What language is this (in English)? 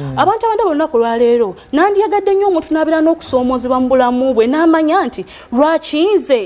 Ganda